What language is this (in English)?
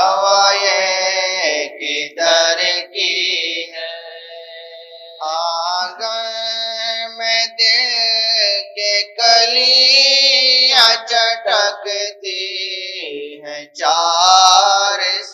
Urdu